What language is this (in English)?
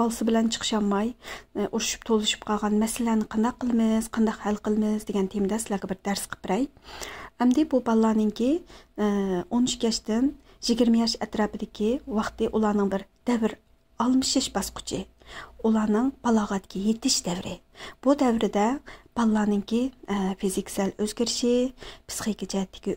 Uyghur